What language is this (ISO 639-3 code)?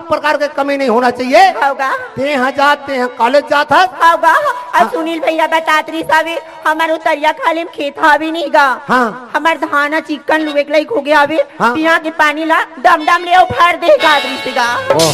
hne